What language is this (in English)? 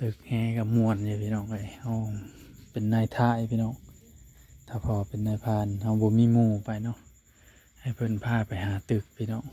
Northeastern Thai